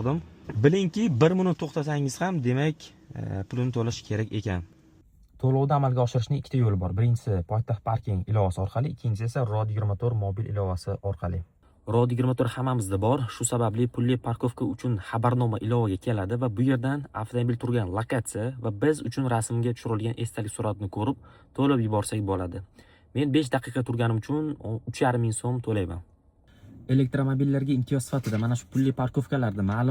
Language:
Uzbek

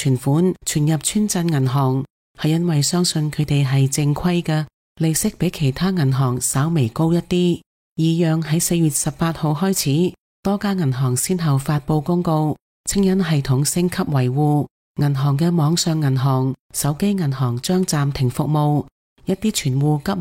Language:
Cantonese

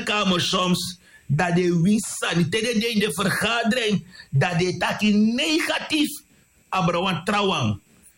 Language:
Sranan Tongo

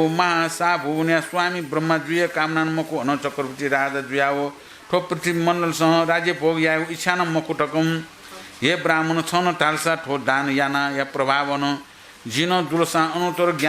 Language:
Newari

